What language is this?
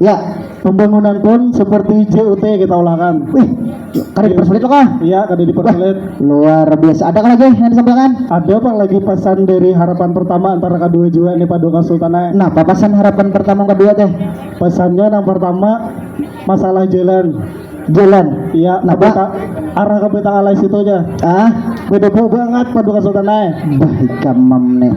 Banjar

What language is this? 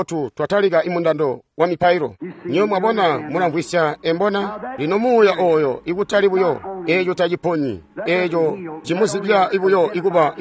Tonga (Zambia)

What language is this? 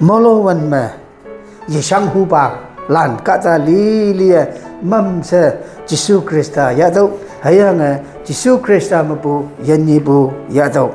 Konyak Naga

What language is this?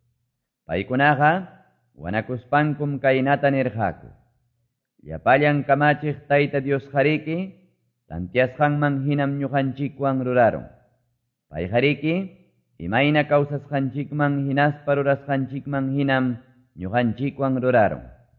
Quechua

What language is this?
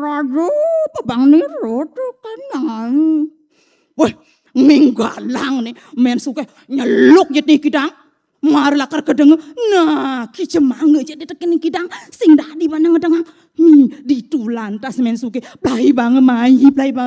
Balinese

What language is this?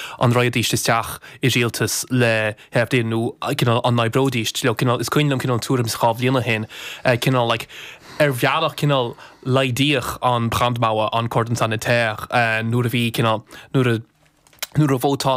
Irish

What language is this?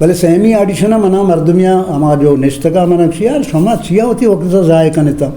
Eastern Balochi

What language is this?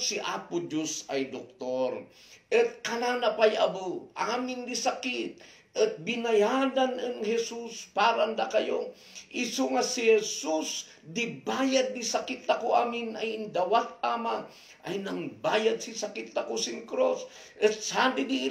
Kankanaey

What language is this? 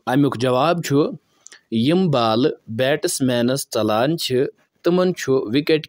Kashmiri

